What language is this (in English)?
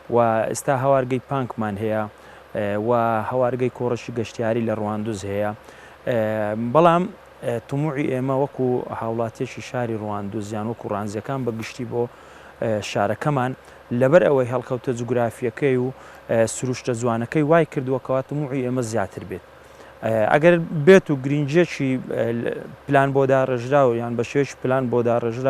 Central Kurdish